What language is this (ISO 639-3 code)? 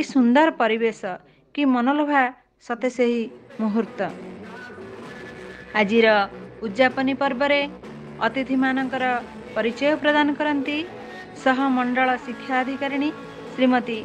ori